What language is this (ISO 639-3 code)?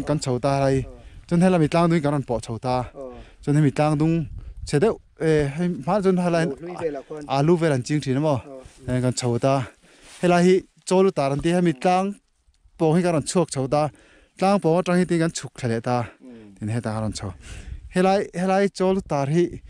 lus